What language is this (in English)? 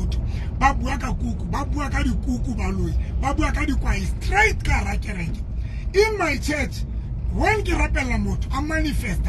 Tswana